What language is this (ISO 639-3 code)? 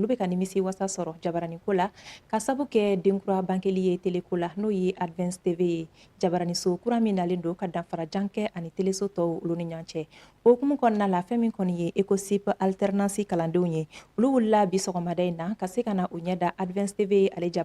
bam